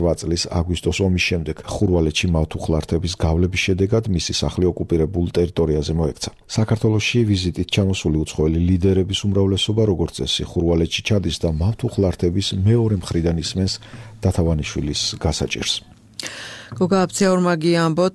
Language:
Georgian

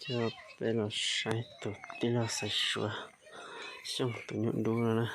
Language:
Hmong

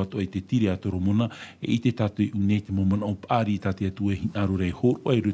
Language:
Tahitian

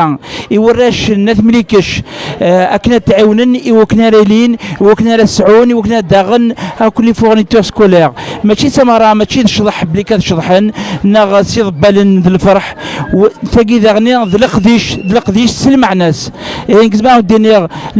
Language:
Kabyle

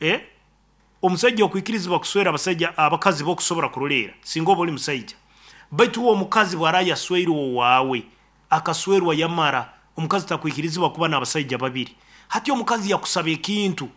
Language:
Nyoro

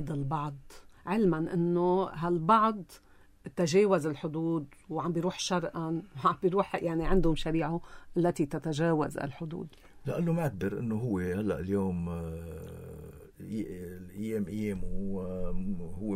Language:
North Levantine Arabic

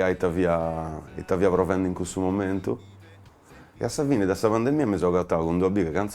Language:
Sardinian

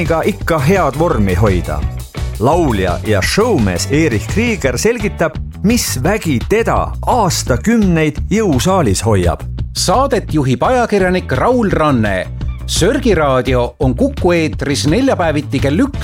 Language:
Estonian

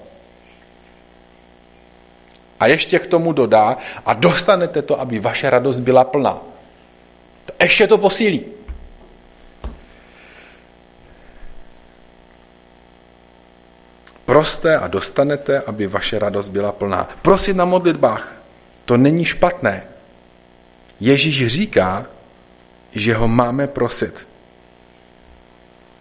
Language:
Czech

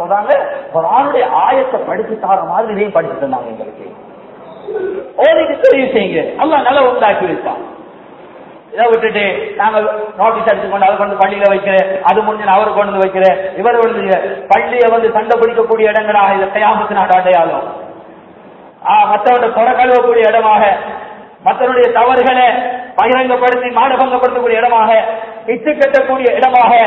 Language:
Tamil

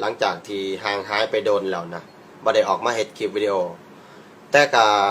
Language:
Lao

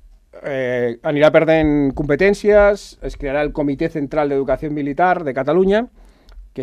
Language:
Catalan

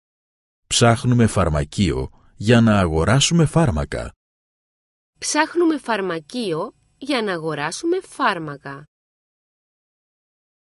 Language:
Greek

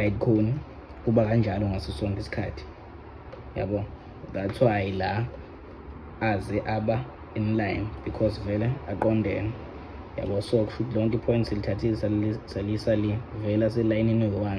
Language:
Zulu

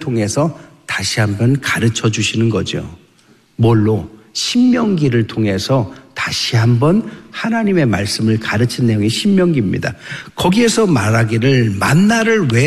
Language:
Korean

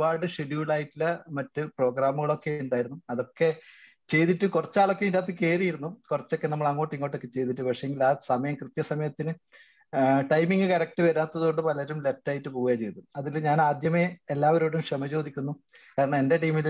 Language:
Malayalam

